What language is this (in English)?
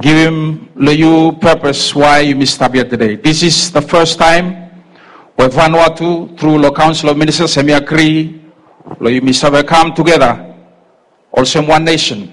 Bislama